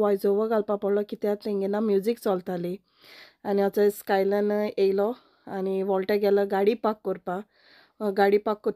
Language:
Konkani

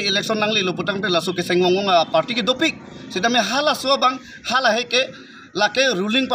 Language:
Karbi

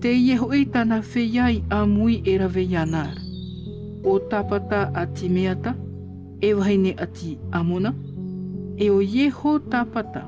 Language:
Tahitian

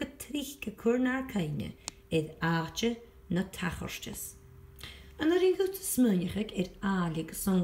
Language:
Scottish Gaelic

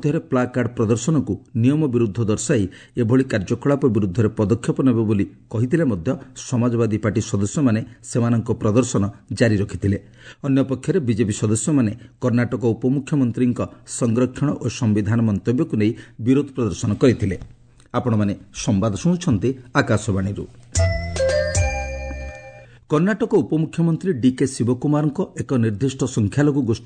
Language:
Odia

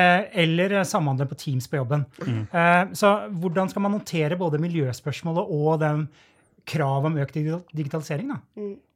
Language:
Norwegian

